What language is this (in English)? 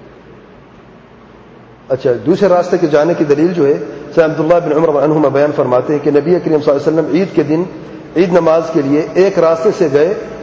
Urdu